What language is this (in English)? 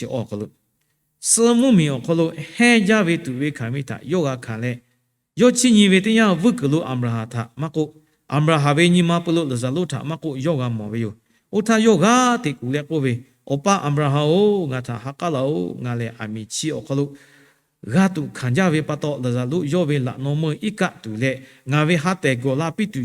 Lahu